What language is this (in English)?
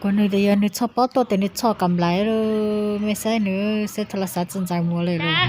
Hmong